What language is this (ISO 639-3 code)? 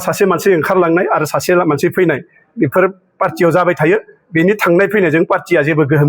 brx